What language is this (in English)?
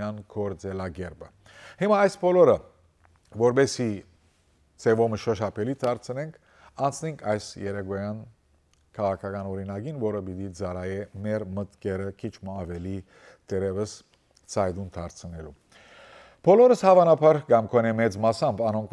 Western Armenian